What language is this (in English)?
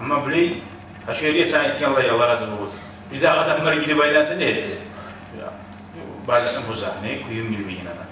Kumyk